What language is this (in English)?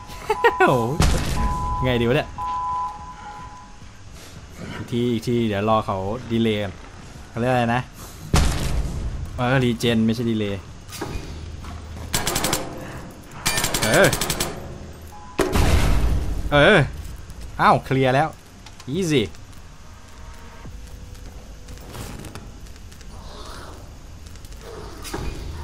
Thai